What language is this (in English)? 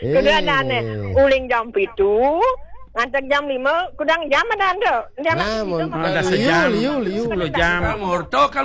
Balinese